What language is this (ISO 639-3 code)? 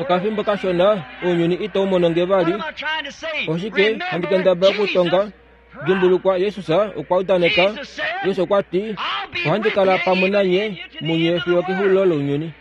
kua